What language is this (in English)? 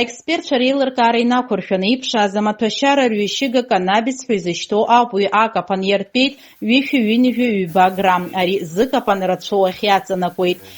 Abkhazian